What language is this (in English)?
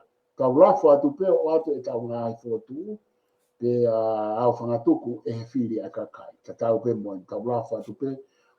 Tongan